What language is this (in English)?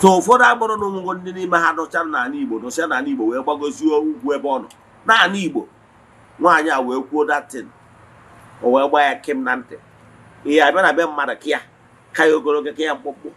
Igbo